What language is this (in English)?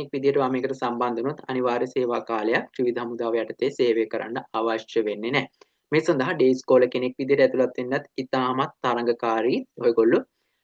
Sinhala